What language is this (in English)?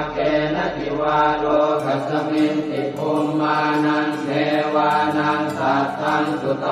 Pali